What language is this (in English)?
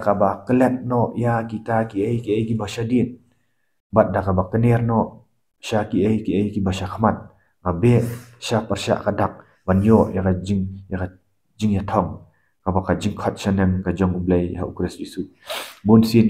Khasi